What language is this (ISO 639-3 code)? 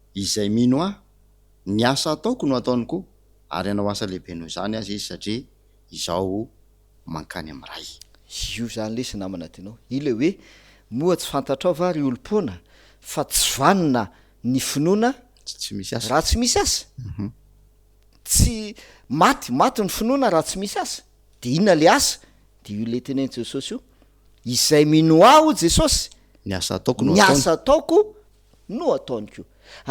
mlg